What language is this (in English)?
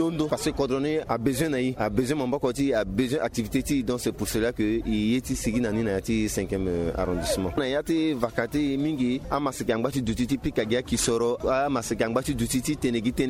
Sango